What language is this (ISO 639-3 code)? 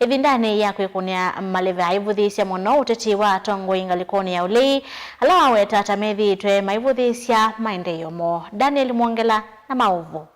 kam